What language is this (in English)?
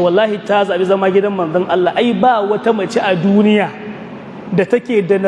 Hausa